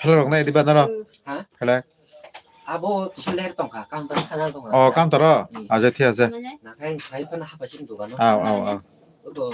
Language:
Kok Borok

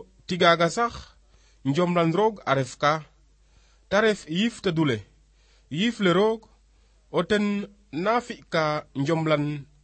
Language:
Serer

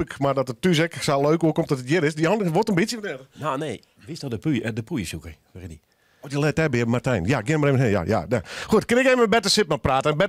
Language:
Western Frisian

